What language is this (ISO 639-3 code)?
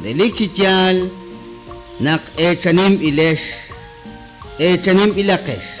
kek